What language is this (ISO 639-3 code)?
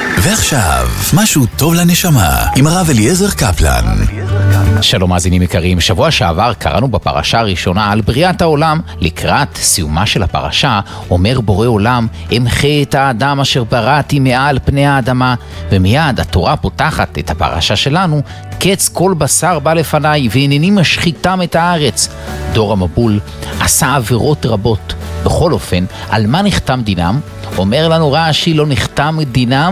heb